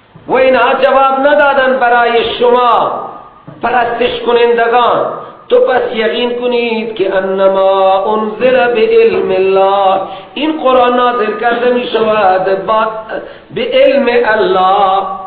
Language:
Persian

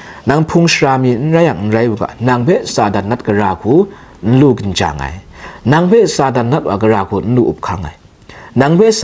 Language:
Kachin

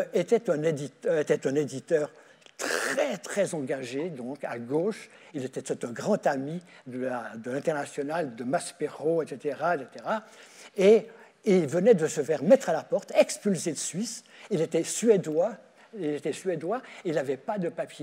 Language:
French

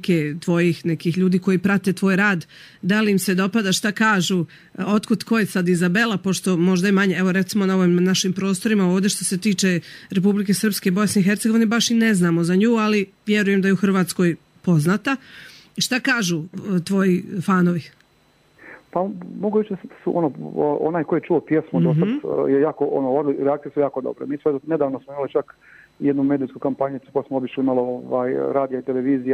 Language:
Serbian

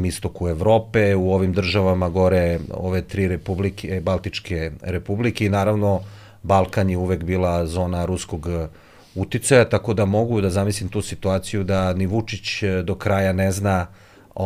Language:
Serbian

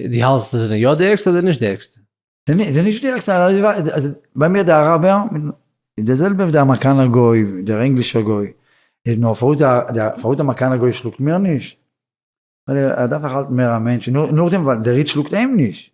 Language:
Yiddish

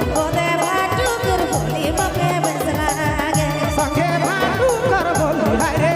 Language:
Sadri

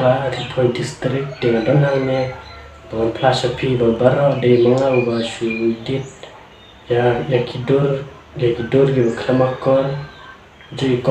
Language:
Khasi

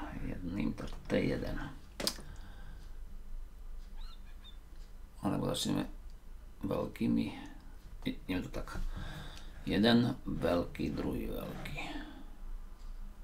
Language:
Slovak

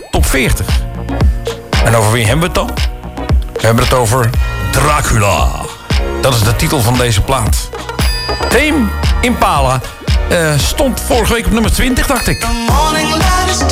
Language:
Dutch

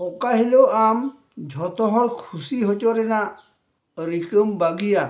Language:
Santali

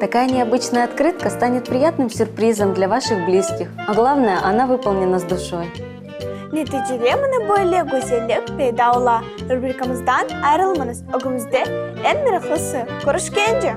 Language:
Crimean Tatar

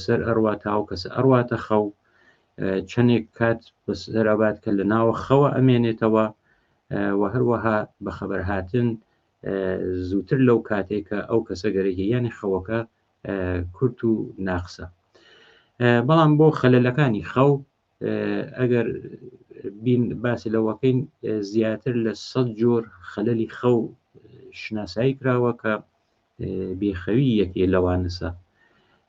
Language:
Central Kurdish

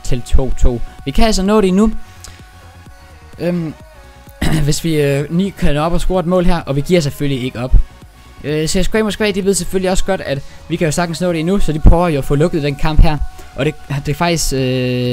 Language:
Danish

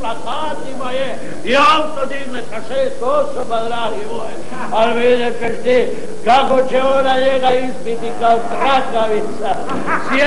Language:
Croatian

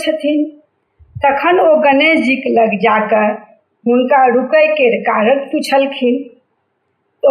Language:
Maithili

